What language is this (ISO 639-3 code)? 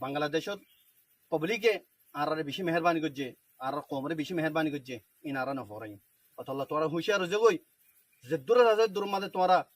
rhg